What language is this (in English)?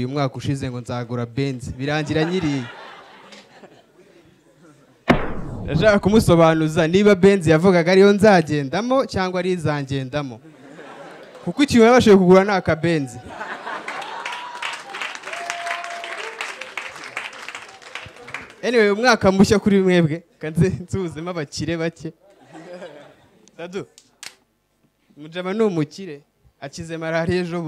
Kinyarwanda